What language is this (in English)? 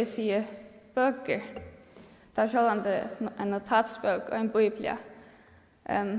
Faroese